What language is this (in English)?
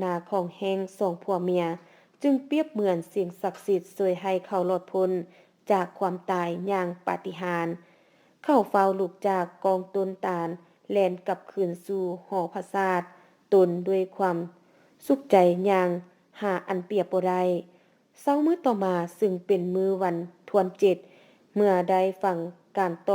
Lao